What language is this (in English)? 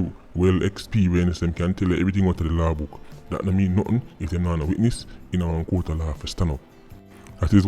Jamaican Creole English